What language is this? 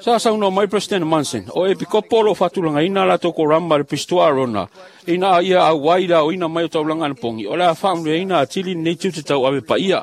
Samoan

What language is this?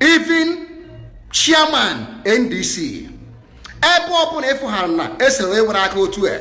Igbo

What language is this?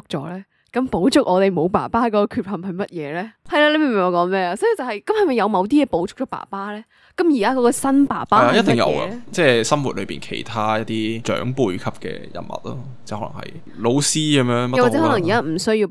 Cantonese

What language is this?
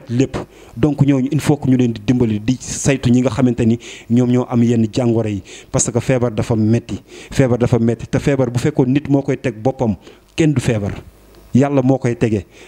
Wolof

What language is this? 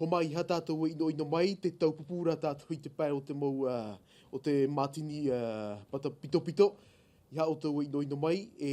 Tahitian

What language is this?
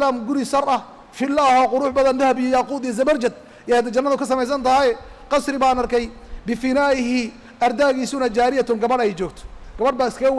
Somali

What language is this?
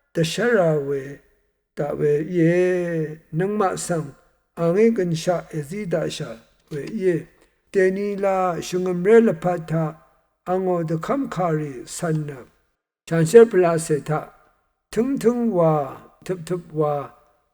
Rawang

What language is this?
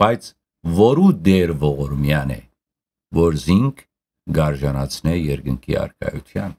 Western Armenian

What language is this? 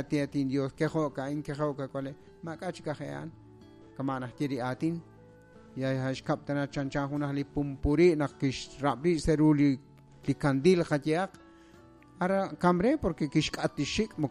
Kekchí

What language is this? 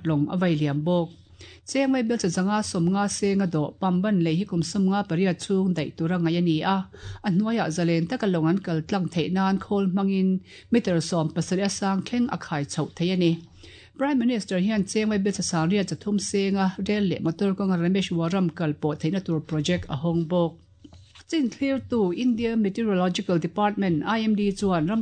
Mizo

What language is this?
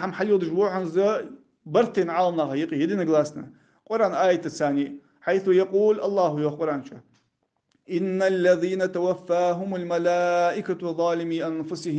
Ingush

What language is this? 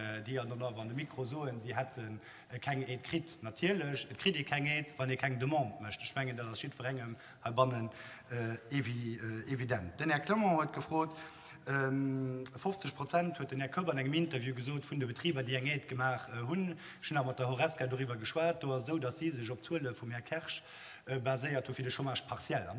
Luxembourgish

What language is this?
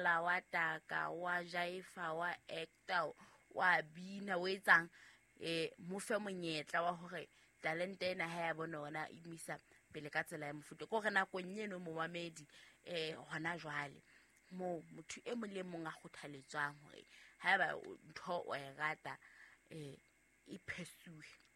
Southern Sotho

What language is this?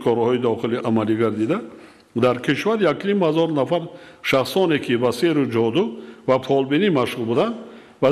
Tajik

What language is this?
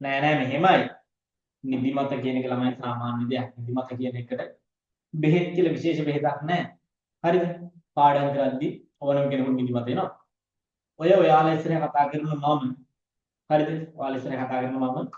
Sinhala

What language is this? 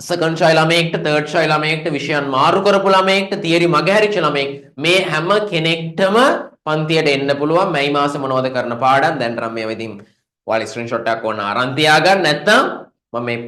Sinhala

